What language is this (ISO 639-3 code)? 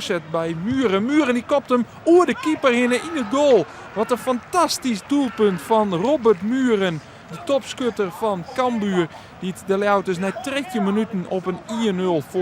fry